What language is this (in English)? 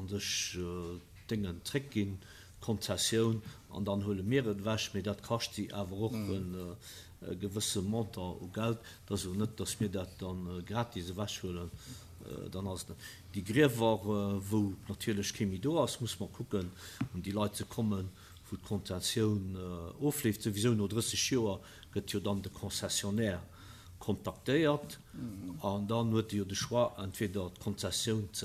Luxembourgish